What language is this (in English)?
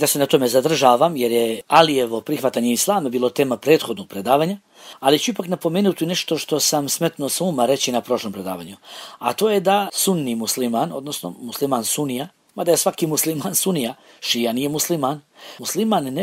Bosnian